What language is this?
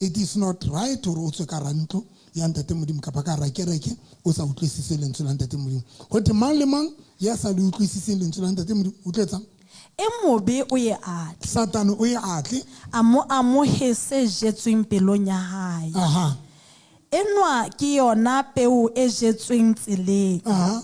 Southern Sotho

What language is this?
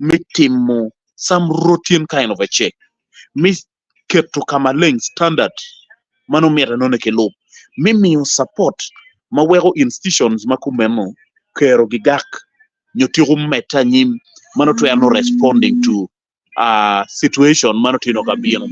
Acoli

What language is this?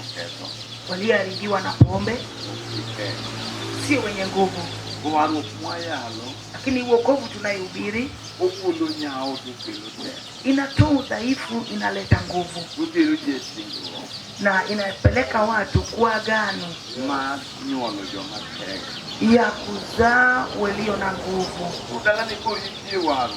Luo (Kenya and Tanzania)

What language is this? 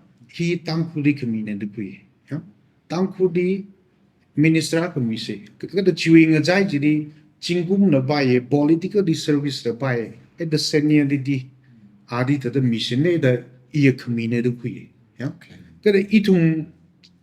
Tangkhul Naga (India)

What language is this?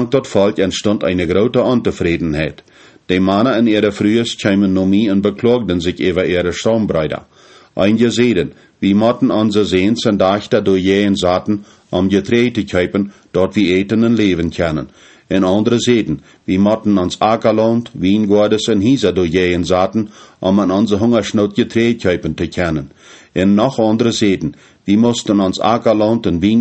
Plautdietsch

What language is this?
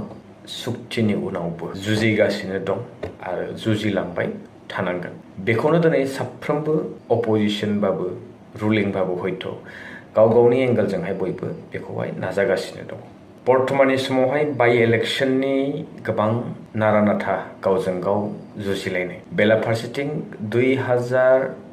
Bodo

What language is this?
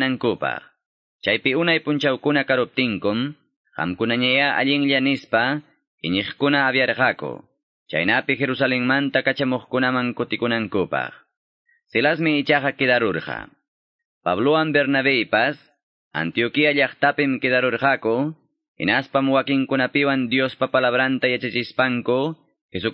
Quechua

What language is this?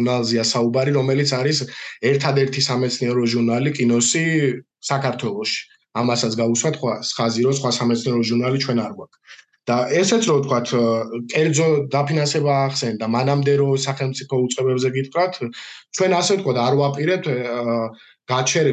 Georgian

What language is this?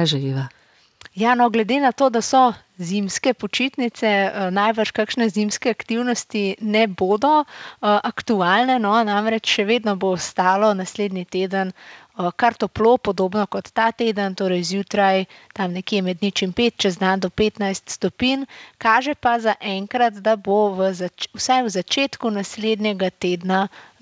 Slovenian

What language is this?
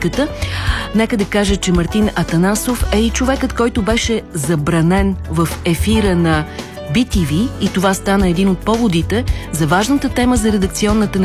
Bulgarian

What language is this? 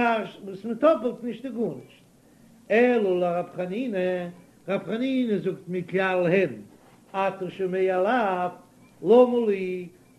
Yiddish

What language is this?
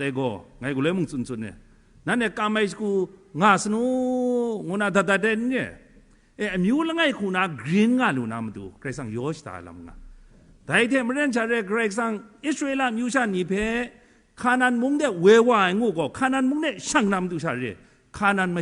Kachin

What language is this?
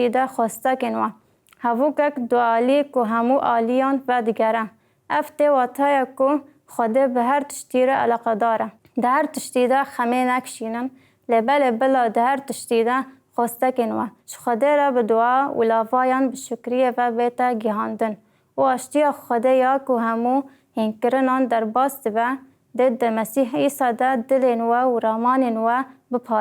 Kurdish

